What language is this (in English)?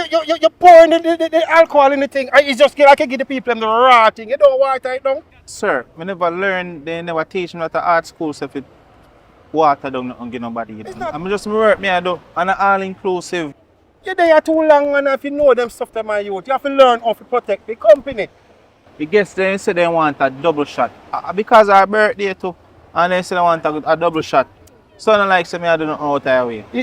Jamaican Creole English